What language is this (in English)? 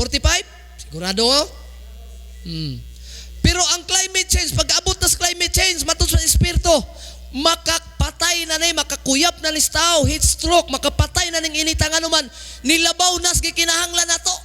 Cebuano